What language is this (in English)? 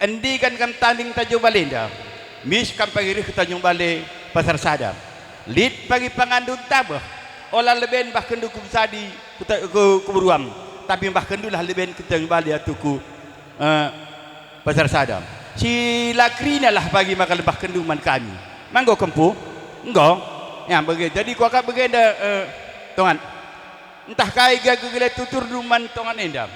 Batak Karo